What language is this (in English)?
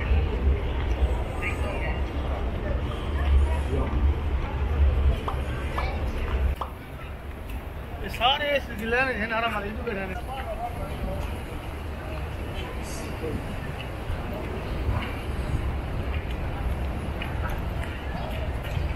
Indonesian